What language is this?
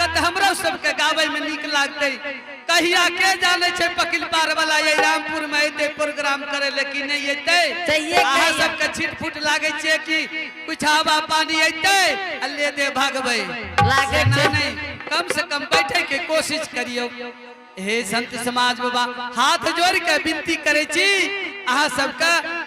Angika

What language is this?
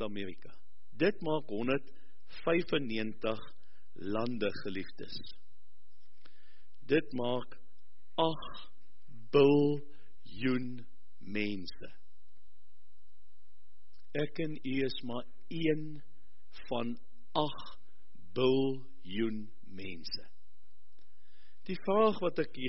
Afrikaans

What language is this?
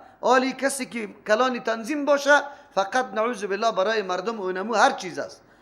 Persian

